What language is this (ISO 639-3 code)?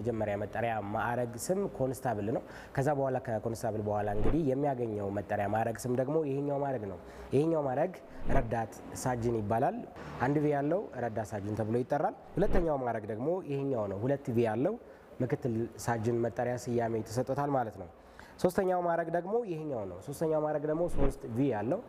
amh